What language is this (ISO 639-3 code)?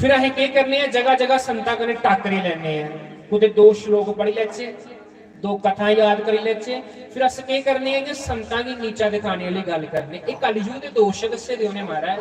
doi